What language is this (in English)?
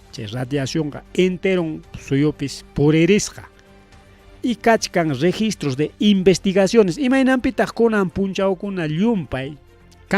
Ayacucho Quechua